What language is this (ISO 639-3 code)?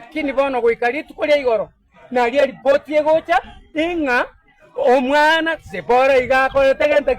guz